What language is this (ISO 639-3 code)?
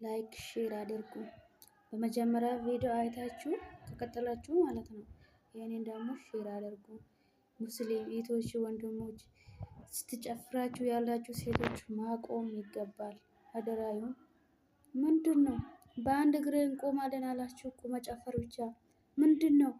amh